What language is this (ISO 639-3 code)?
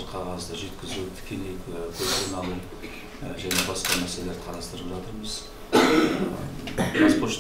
kaz